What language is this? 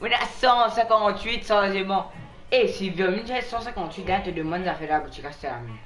Morisyen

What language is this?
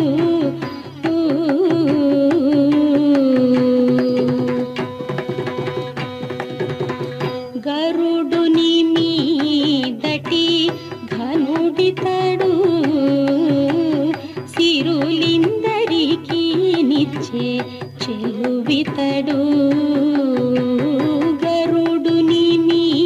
Telugu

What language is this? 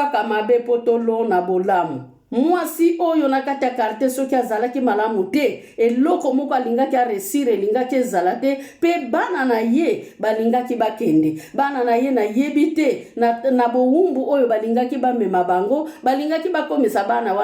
Lingala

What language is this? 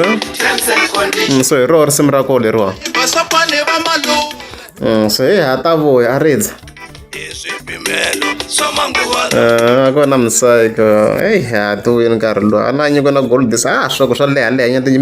Tsonga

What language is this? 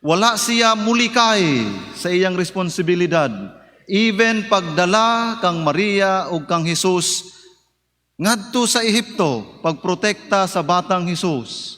Cebuano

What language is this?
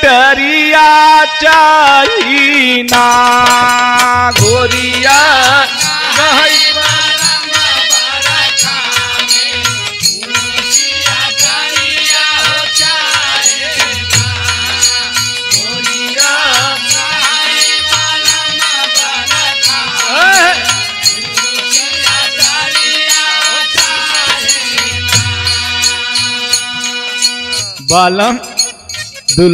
Bhojpuri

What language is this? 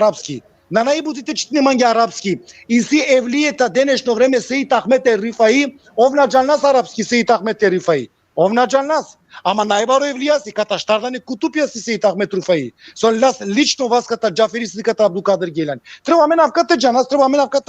Balkan Romani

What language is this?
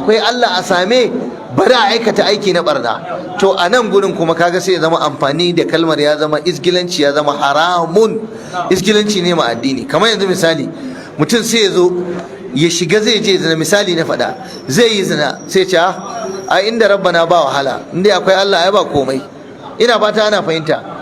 Hausa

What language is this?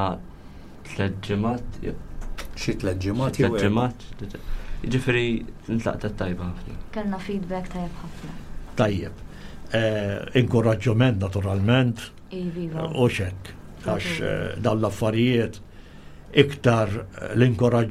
Maltese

